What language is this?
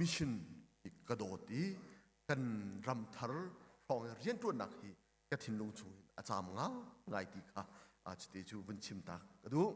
Hakha Chin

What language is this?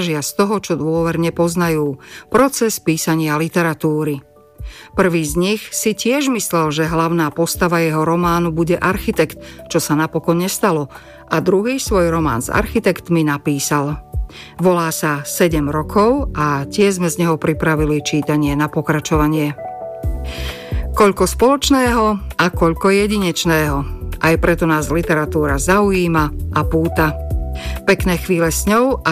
Slovak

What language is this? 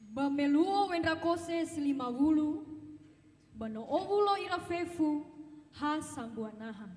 Nias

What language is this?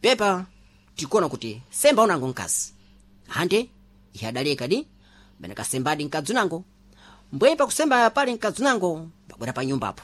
Sena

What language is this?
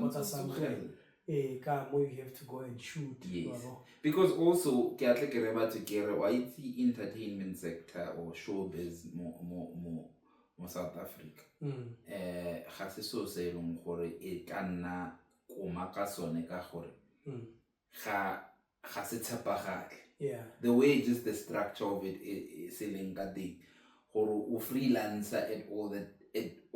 Tswana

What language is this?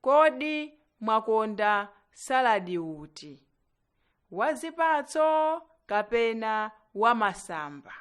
Nyanja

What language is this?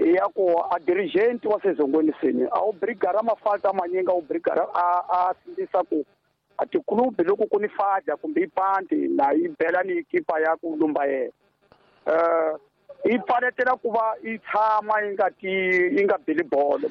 Tsonga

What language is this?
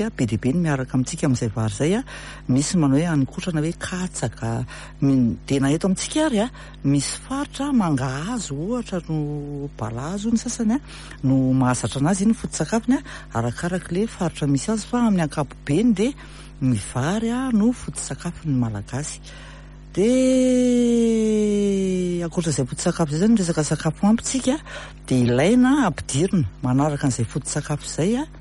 Malagasy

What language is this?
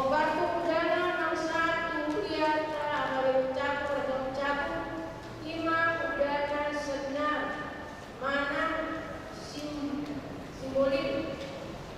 Batak Toba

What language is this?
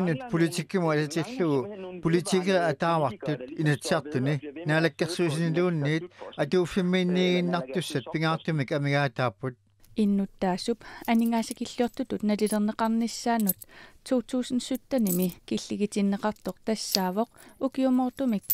Kalaallisut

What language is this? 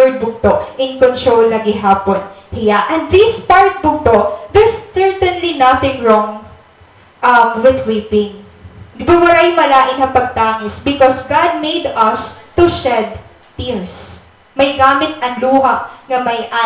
Waray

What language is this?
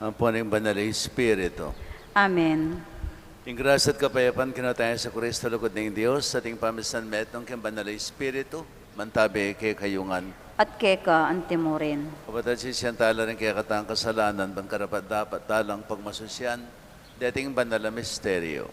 Pampanga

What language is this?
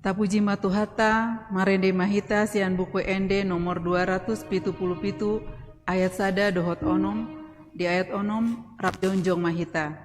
Batak Toba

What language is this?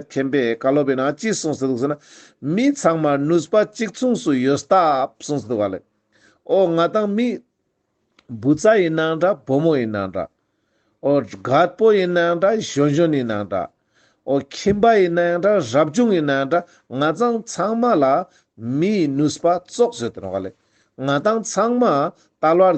Ladakhi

